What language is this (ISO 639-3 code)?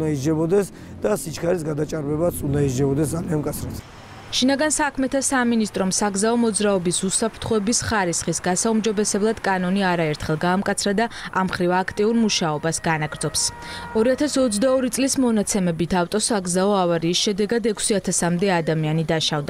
kat